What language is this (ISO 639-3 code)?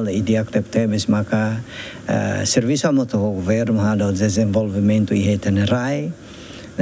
tet